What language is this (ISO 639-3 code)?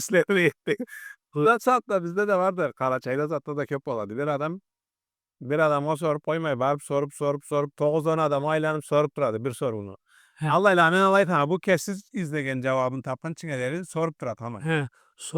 krc